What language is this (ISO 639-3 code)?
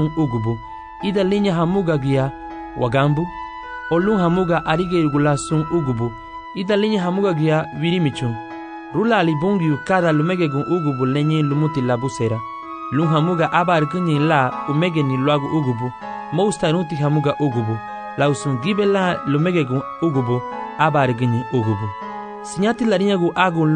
cab